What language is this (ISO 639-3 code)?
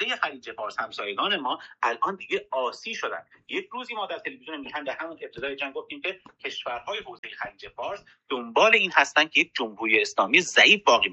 fas